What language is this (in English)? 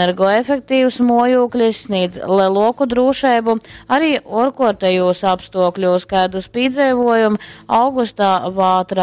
Latgalian